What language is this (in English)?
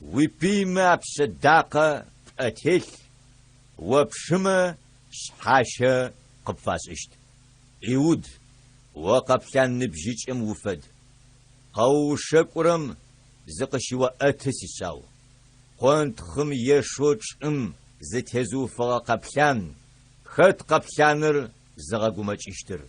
Adyghe